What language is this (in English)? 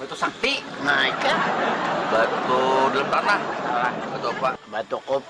Banjar